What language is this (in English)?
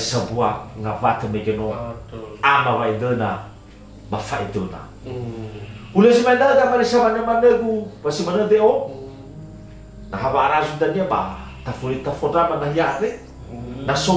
Nias